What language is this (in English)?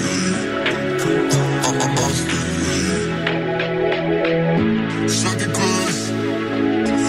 Icelandic